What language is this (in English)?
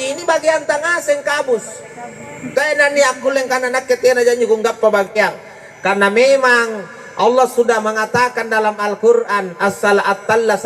Makasar